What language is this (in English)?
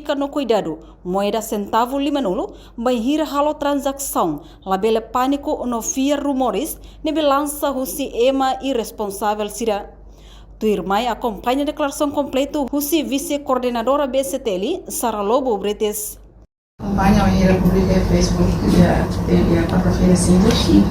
Tetum